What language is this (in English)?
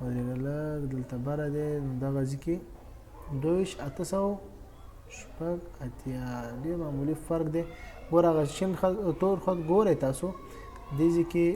Pashto